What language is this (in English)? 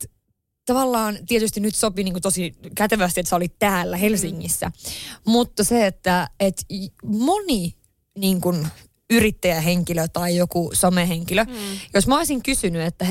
Finnish